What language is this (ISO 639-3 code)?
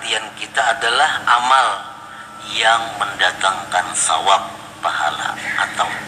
bjn